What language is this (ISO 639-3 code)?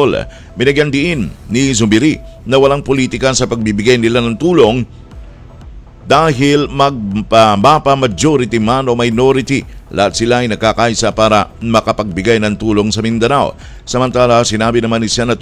fil